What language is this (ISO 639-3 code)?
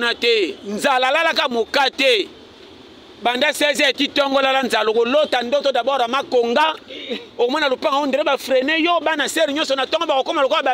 lin